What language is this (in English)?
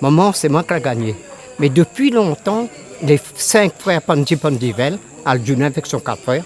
Réunion Creole French